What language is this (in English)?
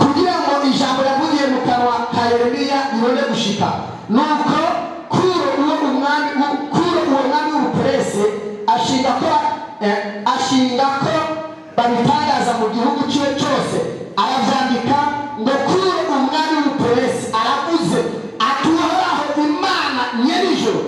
Rundi